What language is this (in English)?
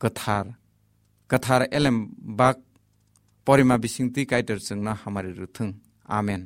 Kok Borok